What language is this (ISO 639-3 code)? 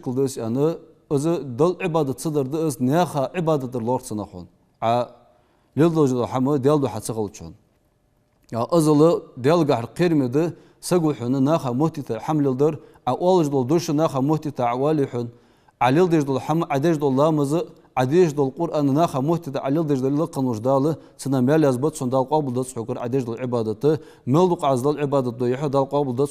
inh